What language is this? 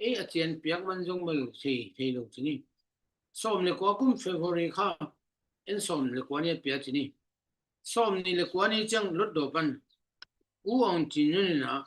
Tedim Chin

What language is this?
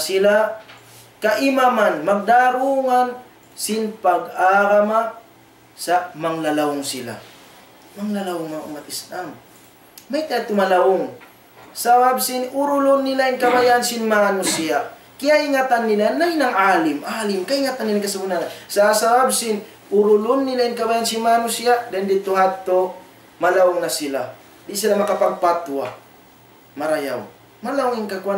Tausug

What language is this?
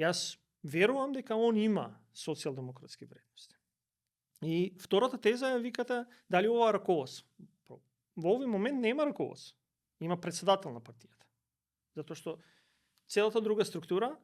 Macedonian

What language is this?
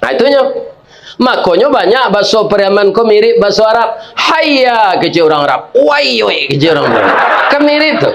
Minangkabau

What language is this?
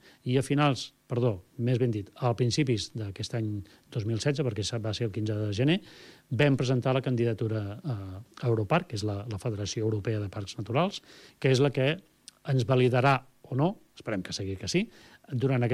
Catalan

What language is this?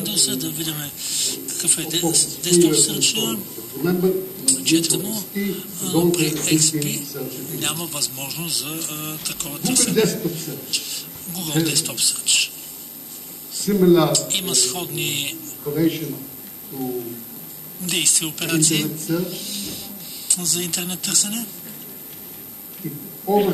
Bulgarian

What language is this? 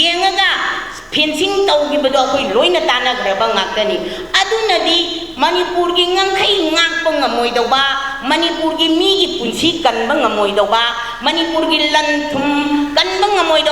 Manipuri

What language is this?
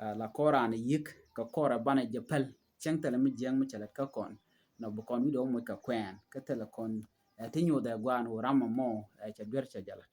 Nuer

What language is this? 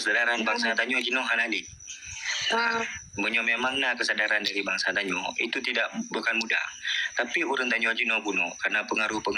Achinese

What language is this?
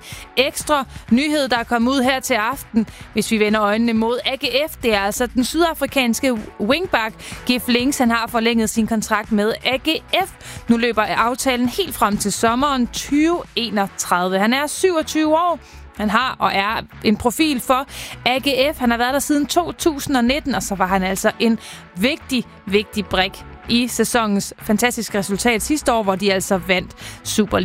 Danish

